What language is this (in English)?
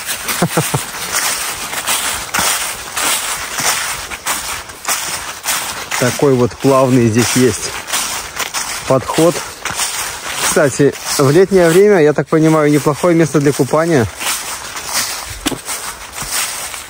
Russian